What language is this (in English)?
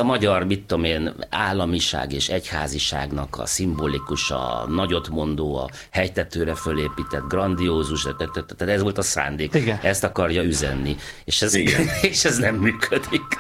Hungarian